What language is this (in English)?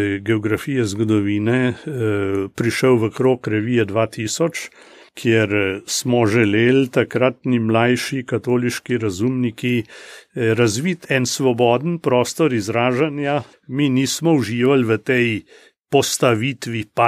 Slovenian